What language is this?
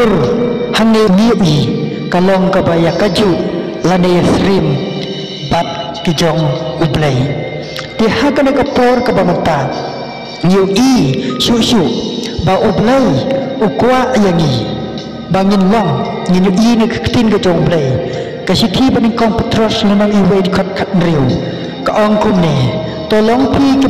Khasi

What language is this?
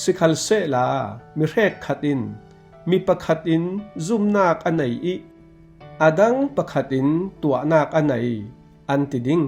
Falam Chin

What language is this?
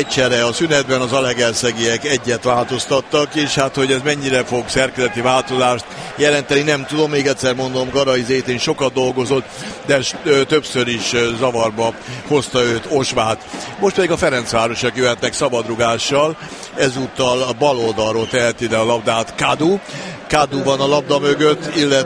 Hungarian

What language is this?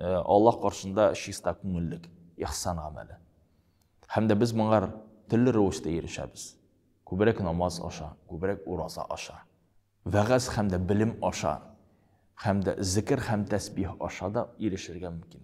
Tatar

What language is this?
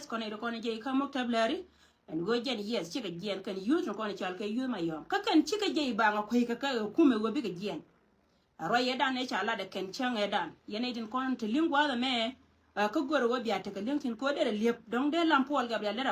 Nuer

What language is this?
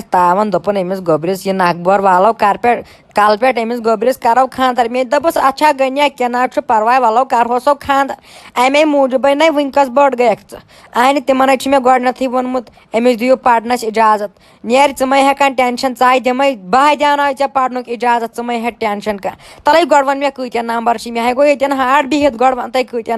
Kashmiri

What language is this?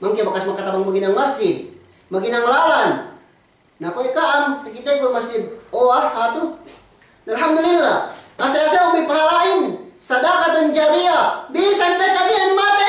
Yakan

